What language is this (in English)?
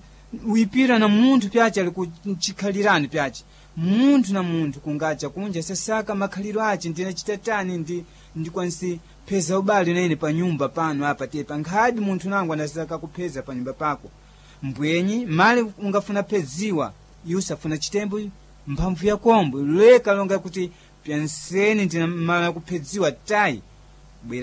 Sena